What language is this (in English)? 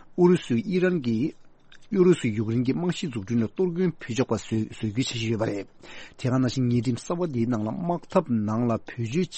Tibetan